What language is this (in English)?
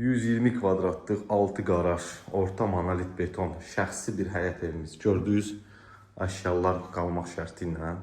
Azerbaijani